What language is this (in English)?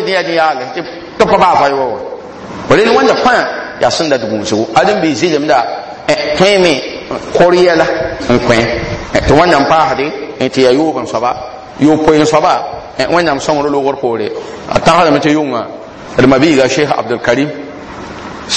Mossi